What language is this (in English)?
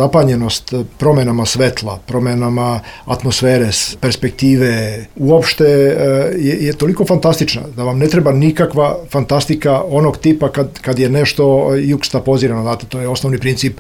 Serbian